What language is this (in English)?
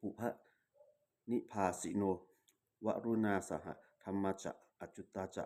Pali